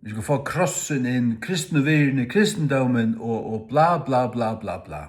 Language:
Faroese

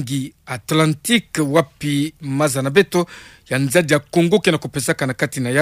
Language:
Kituba (Democratic Republic of Congo)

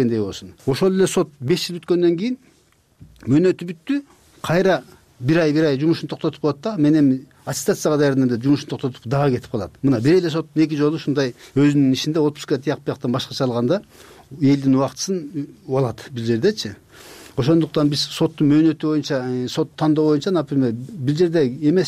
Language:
Kyrgyz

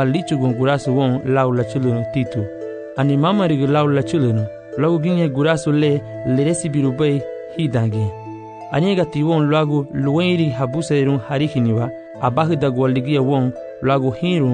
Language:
Garifuna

